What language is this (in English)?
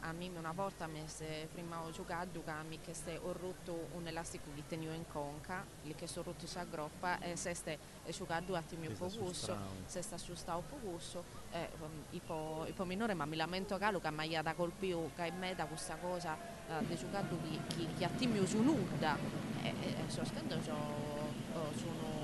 Sardinian